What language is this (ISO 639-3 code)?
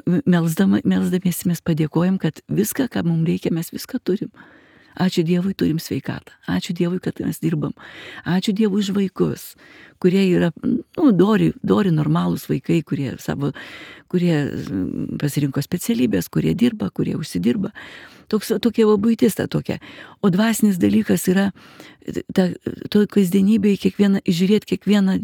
lit